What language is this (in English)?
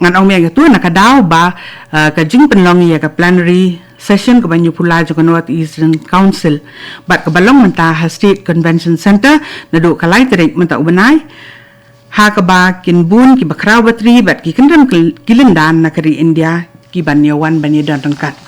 Khasi